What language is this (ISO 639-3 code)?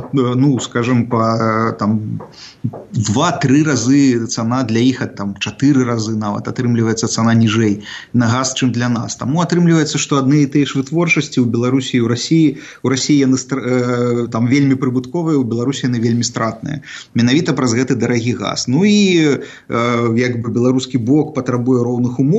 bel